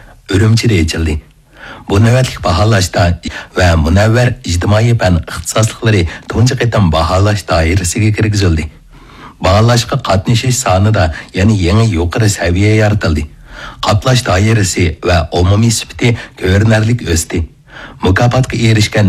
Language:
Uyghur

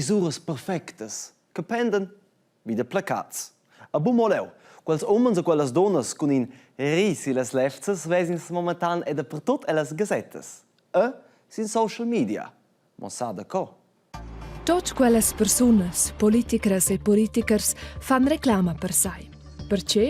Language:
Romansh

